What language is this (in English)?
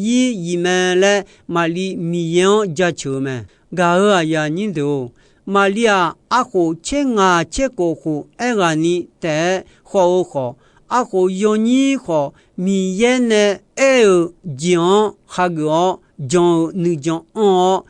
Akha